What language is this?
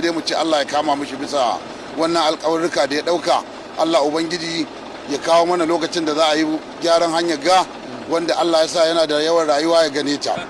Hausa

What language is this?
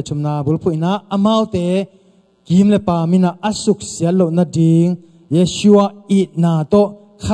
Tedim Chin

